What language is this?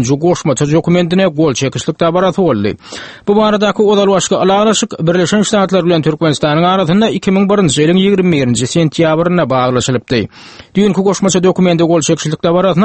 Turkmen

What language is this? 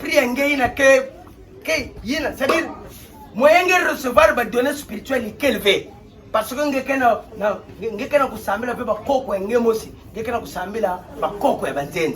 Kituba (Democratic Republic of Congo)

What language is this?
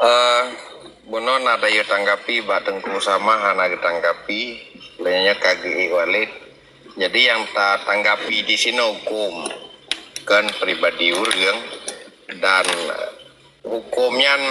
Achinese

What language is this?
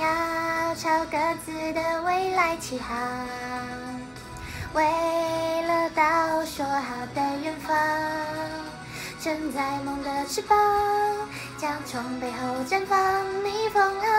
Chinese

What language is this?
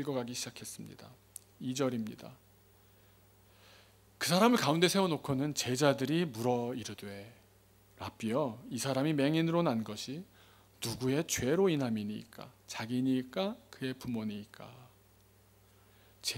Korean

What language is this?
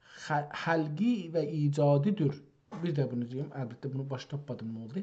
South Azerbaijani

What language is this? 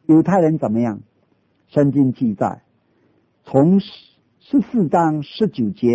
Chinese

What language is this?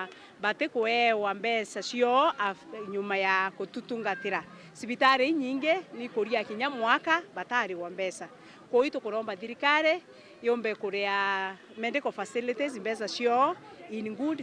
Meru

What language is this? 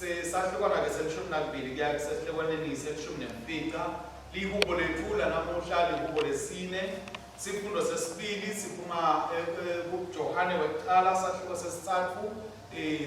Swati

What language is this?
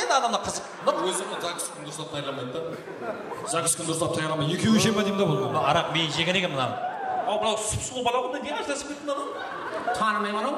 Kara-Kalpak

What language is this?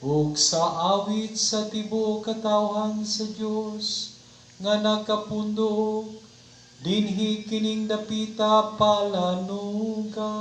Cebuano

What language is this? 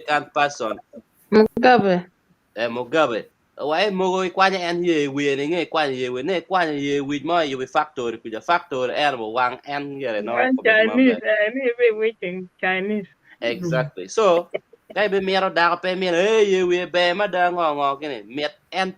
Acoli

